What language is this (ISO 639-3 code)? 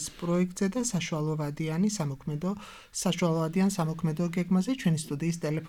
kat